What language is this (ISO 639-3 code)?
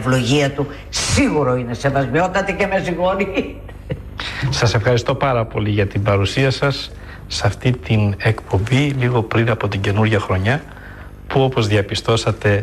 ell